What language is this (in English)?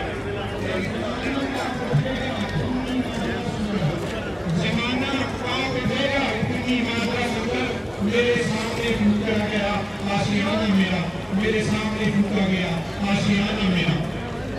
Punjabi